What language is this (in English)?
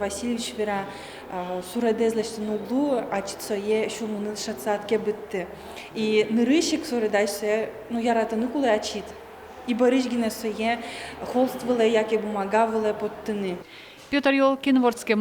Udmurt